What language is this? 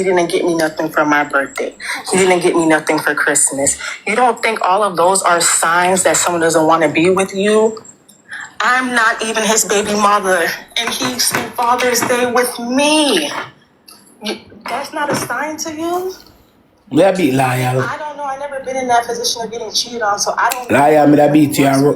Jamaican Creole English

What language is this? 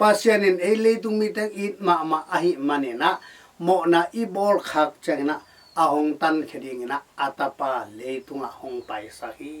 Tedim Chin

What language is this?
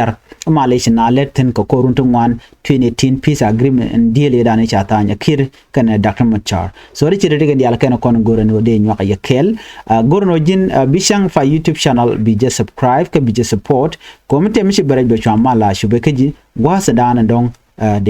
Nuer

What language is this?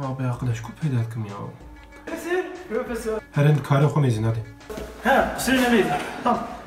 Kurdish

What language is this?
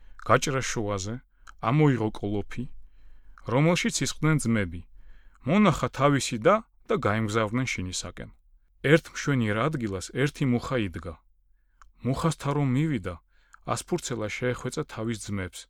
Georgian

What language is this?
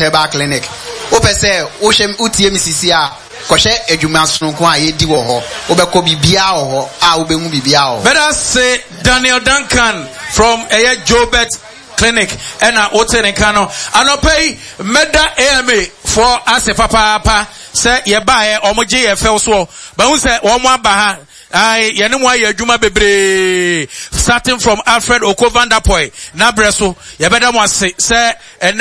Akan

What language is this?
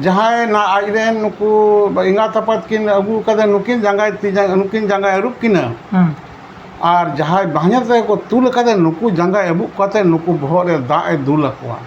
Santali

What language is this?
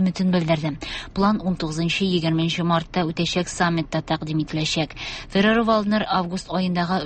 Tatar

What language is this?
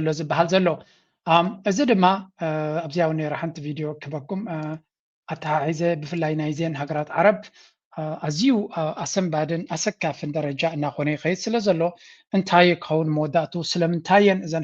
Tigrinya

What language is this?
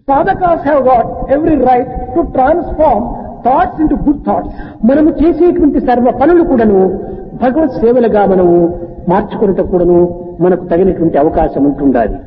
Telugu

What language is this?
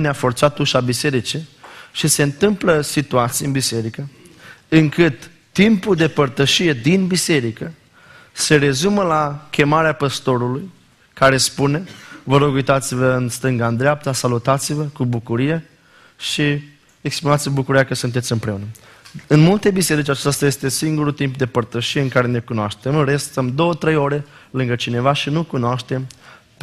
Romanian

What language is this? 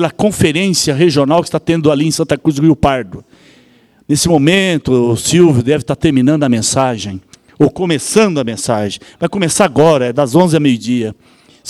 Portuguese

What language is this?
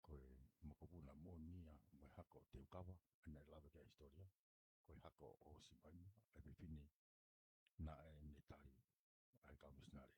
Tongan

